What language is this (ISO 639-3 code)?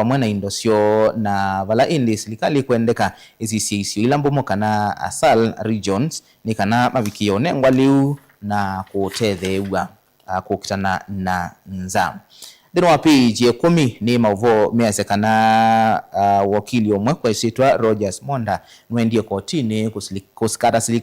kam